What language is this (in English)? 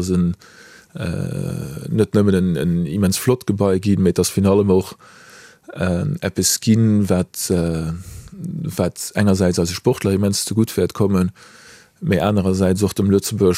Luxembourgish